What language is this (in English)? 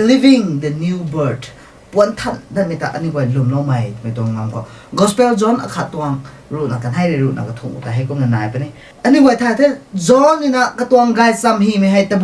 Rongmei Naga